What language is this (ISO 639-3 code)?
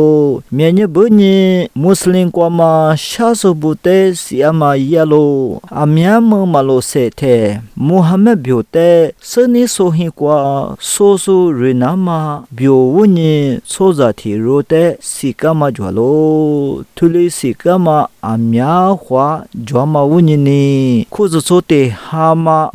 lis